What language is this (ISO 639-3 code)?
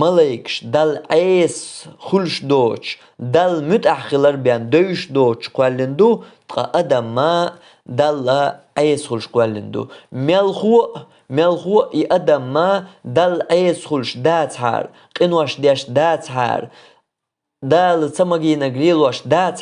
che